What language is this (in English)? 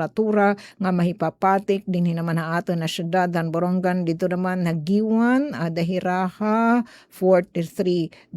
Waray